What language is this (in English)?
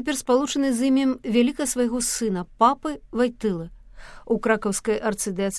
Belarusian